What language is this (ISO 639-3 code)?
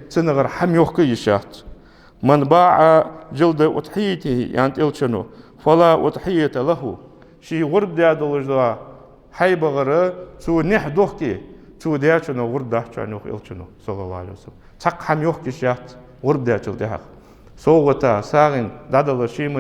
inh